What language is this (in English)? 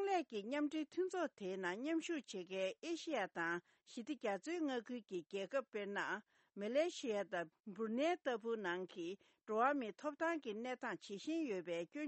Tibetan